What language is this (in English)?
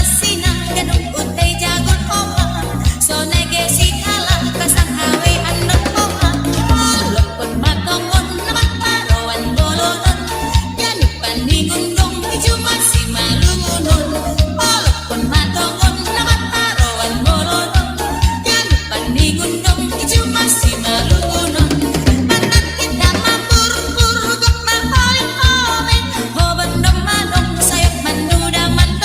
Batak Simalungun